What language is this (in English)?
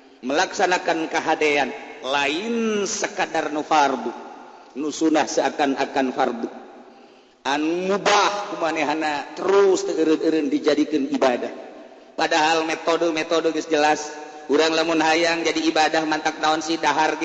Sundanese